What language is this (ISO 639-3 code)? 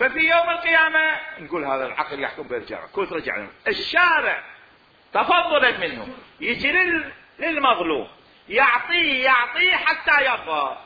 acm